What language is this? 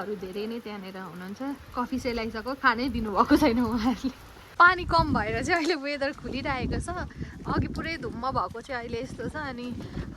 Nepali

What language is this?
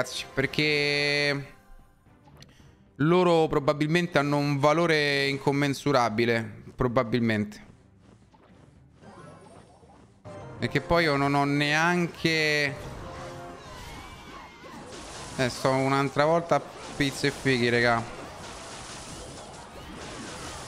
Italian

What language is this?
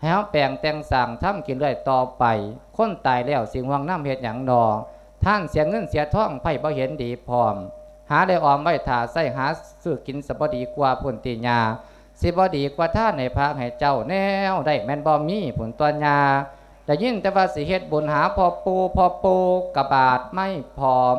Lao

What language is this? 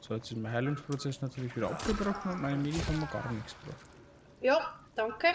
Bavarian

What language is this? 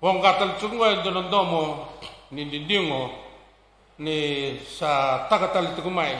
Fijian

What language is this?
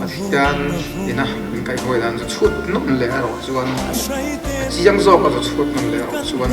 Mizo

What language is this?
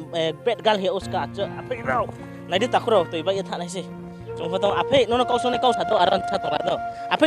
Riang (India)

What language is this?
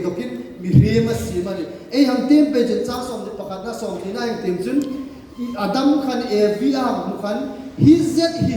Hmar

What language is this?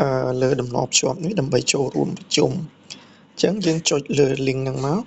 Khmer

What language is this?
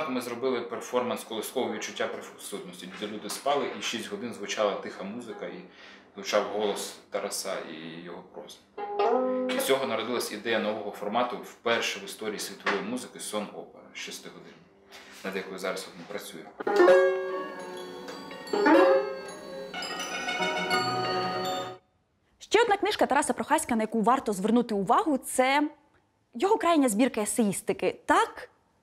Ukrainian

